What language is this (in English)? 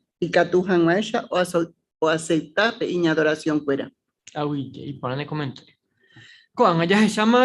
Guarani